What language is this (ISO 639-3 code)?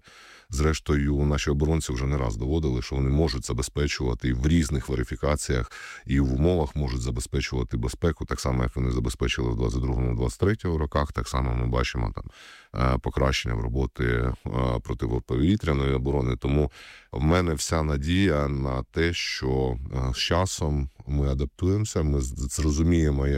ukr